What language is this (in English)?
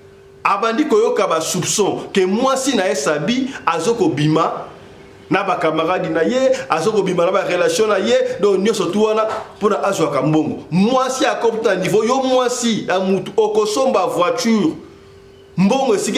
Lingala